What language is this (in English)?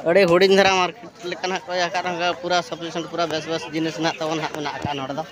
Santali